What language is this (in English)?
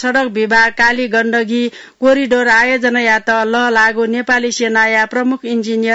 Newari